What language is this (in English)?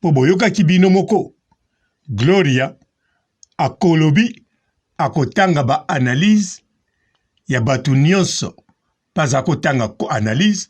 Lingala